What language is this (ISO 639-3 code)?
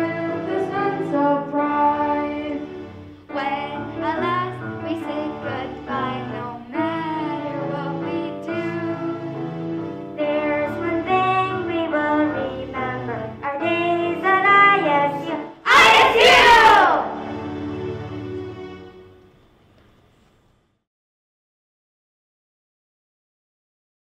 eng